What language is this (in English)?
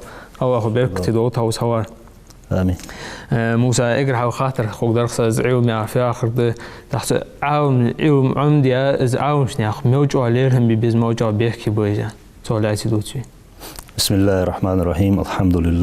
Ingush